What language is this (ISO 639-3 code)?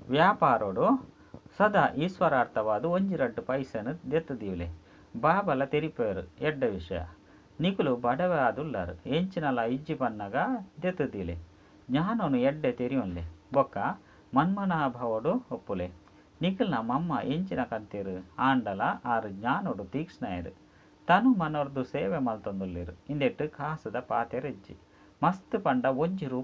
tcy